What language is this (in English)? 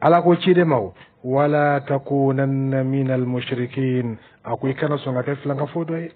Dyula